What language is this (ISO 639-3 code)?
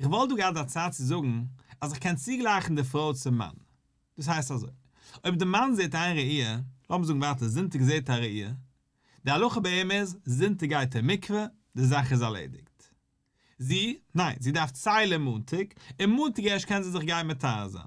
yid